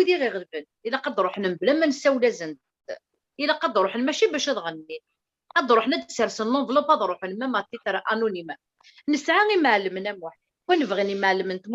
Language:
Kabyle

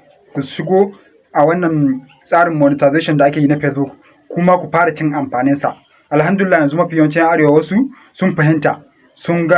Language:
Hausa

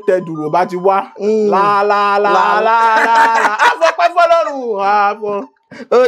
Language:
Yoruba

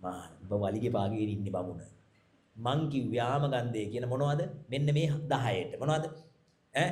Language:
Sinhala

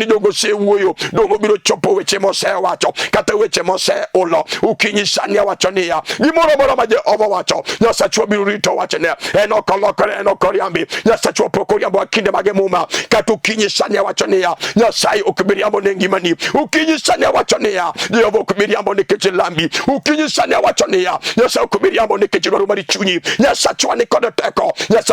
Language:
Luo (Kenya and Tanzania)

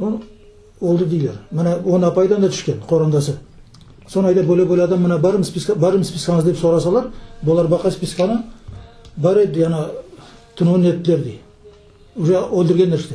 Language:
Crimean Tatar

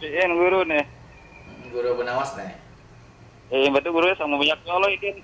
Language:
Banjar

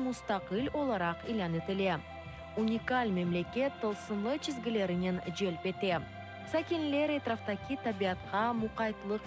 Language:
Crimean Tatar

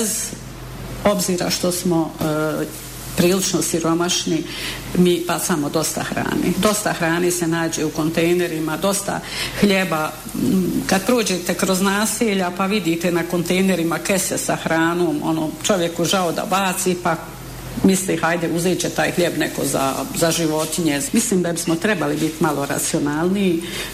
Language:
Bosnian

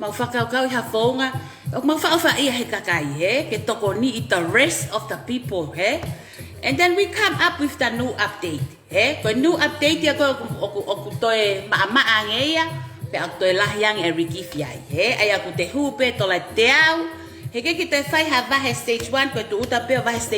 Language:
Tongan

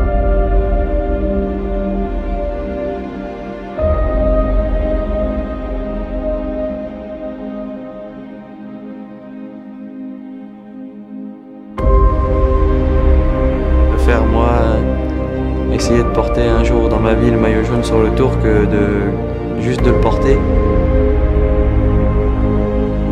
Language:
French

